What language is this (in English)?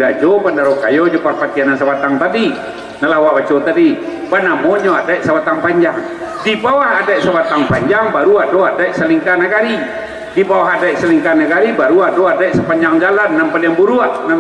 Minangkabau